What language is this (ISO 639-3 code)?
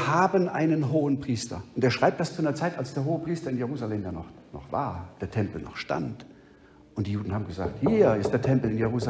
deu